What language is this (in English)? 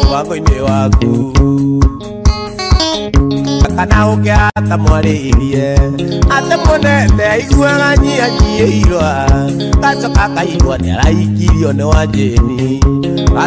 Kikuyu